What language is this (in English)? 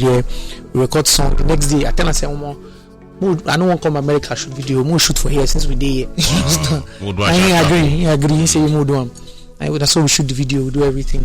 Nigerian Pidgin